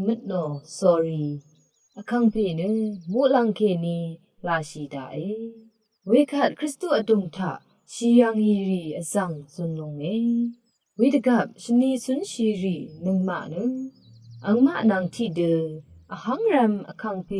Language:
Rawang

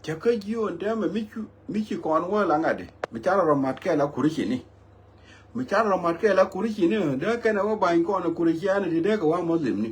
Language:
Nuer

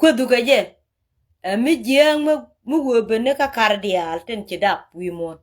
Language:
Nuer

